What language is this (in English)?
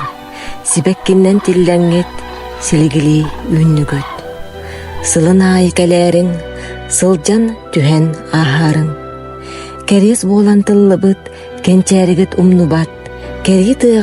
Yakut